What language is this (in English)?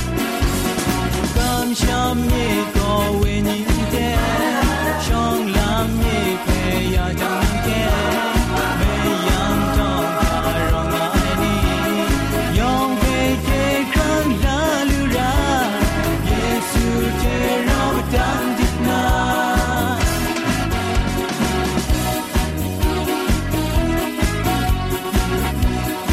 Thai